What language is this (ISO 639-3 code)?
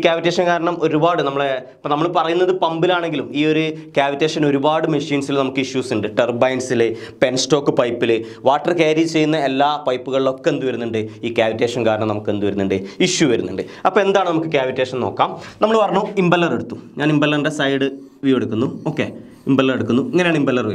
mal